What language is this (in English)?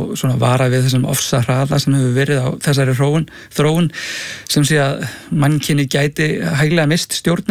Icelandic